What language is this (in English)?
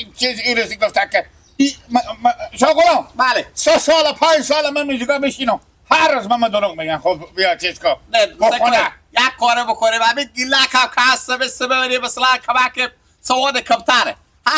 Hazaragi